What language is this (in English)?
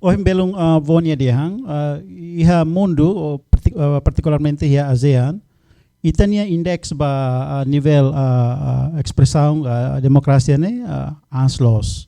Tetum